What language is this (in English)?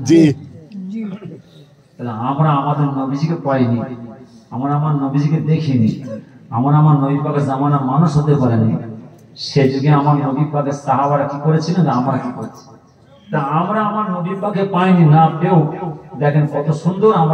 Bangla